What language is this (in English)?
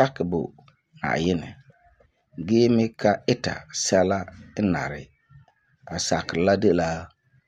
Frafra